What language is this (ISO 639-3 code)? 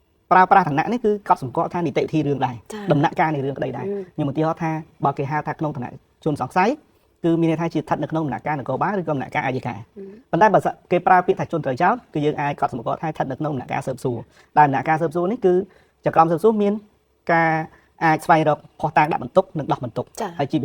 khm